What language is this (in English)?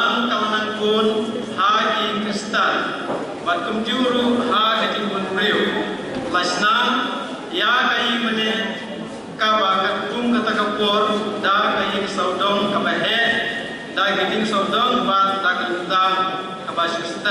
Khasi